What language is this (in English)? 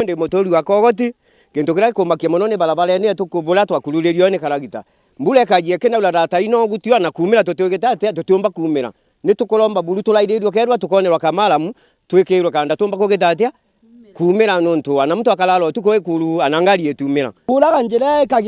Meru